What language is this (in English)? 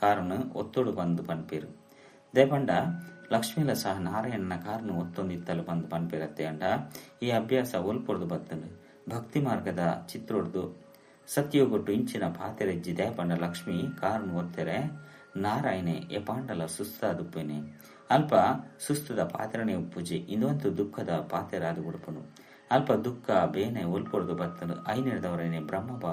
Tulu